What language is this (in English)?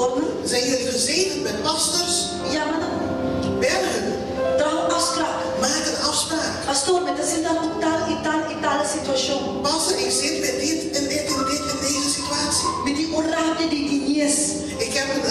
Papiamento